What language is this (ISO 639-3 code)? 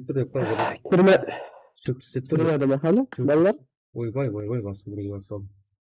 kaa